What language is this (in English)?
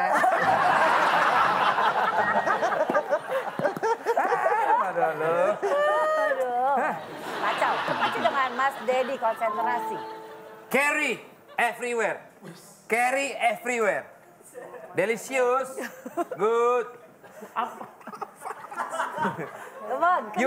Indonesian